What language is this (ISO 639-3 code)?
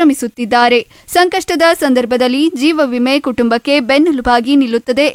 kan